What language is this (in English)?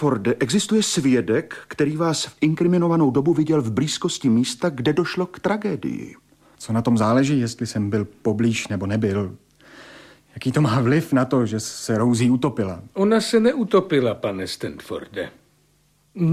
Czech